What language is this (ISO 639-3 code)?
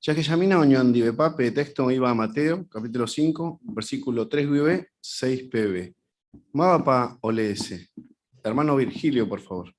grn